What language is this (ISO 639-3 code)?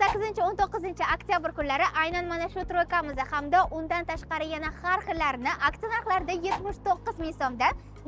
uzb